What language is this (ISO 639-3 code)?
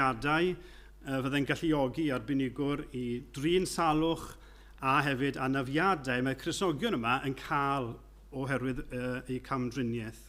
cym